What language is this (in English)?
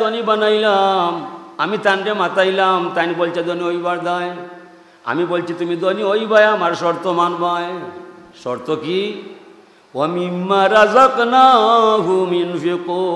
Sylheti